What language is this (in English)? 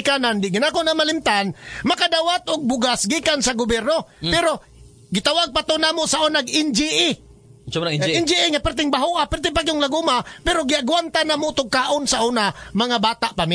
Cebuano